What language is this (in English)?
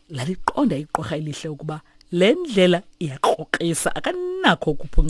Xhosa